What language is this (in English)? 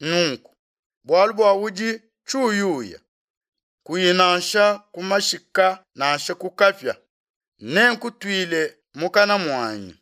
Luba-Lulua